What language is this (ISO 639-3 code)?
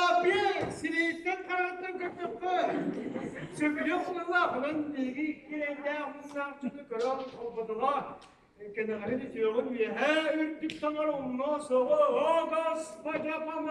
sah